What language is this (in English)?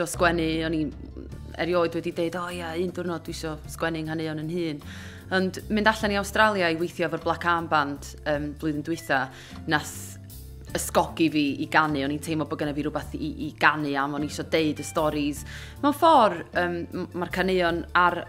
Welsh